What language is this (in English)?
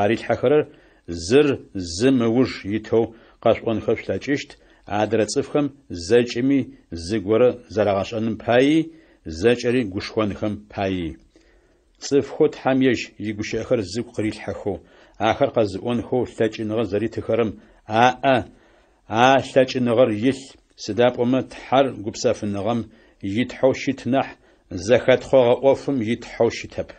Adyghe